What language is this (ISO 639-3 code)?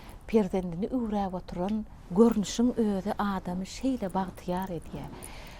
tuk